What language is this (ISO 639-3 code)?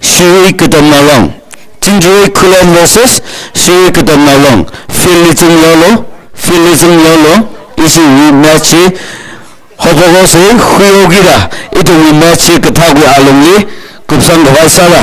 nmf